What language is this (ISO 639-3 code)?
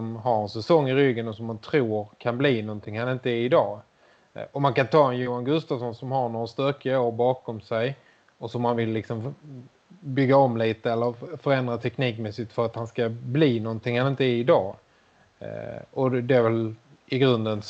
swe